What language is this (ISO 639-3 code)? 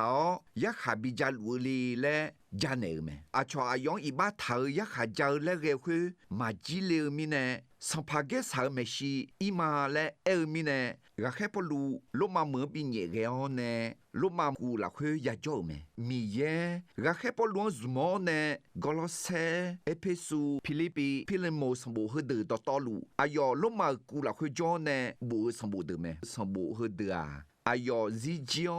ahk